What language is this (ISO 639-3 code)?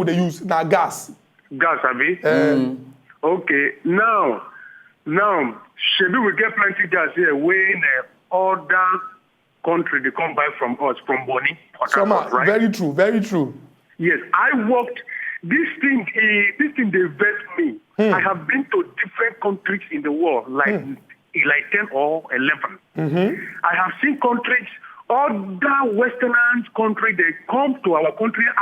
pcm